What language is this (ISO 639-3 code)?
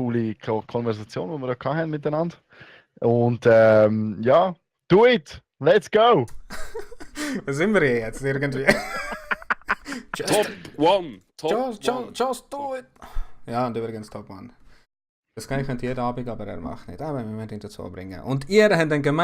gsw